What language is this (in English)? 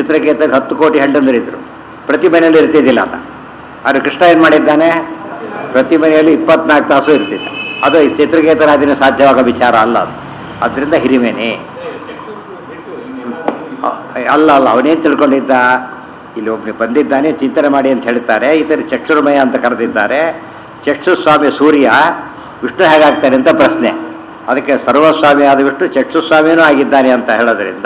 Kannada